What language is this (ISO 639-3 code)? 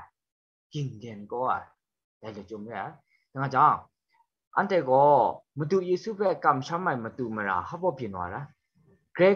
kac